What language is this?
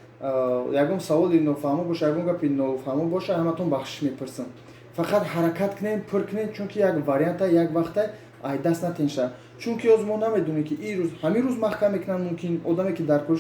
Tajik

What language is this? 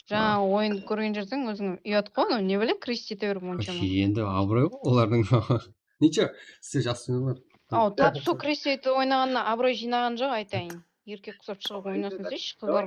Kara-Kalpak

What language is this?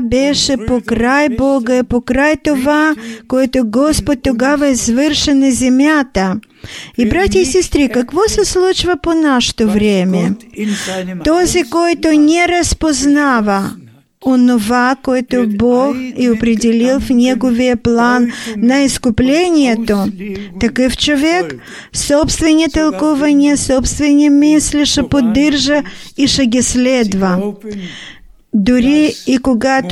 Bulgarian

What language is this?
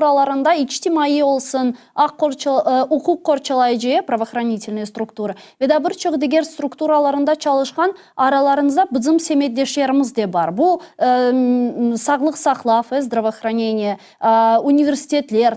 Crimean Tatar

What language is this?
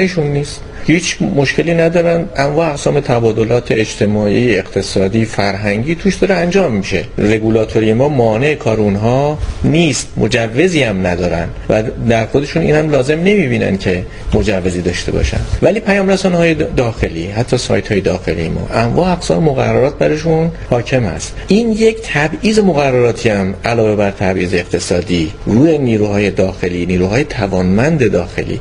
Persian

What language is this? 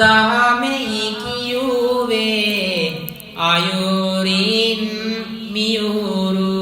Sinhala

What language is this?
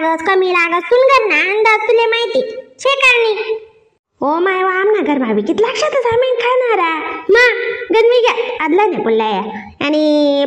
Khandesi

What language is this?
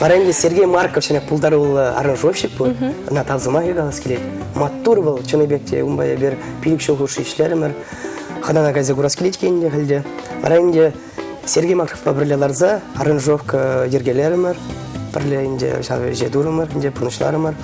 Chuvash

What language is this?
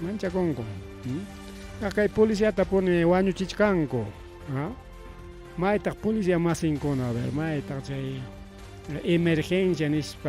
Ayacucho Quechua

